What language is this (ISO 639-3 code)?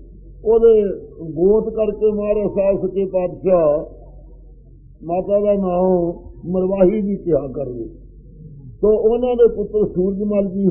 pan